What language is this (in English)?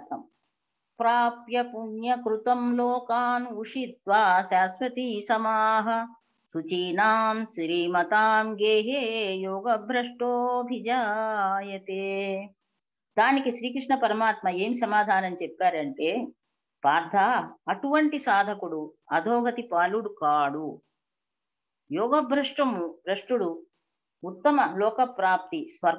Telugu